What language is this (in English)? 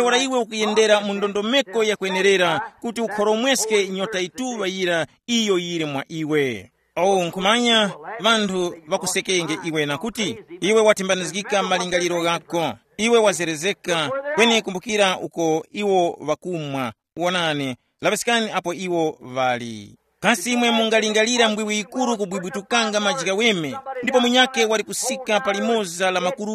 Tumbuka